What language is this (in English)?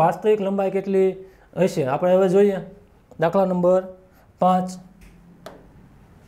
Gujarati